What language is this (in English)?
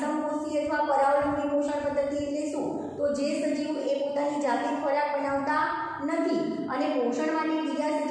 Gujarati